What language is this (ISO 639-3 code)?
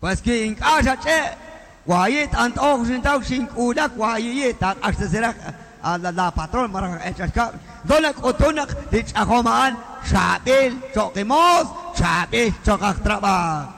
kek